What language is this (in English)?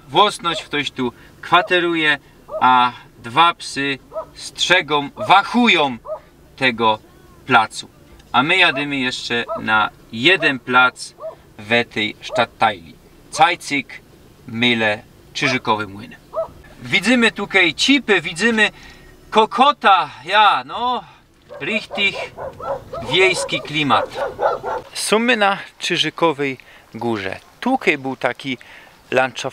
Silesian